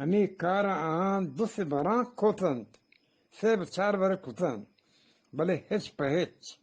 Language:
Eastern Balochi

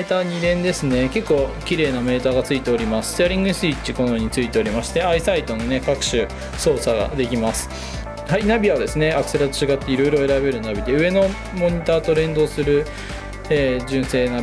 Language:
Japanese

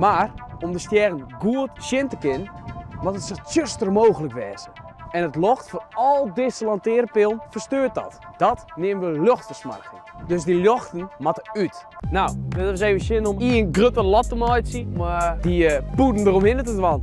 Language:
Western Frisian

